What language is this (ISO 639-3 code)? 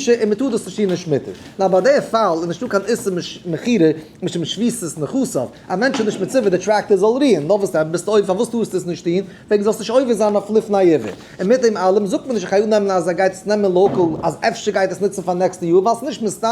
yid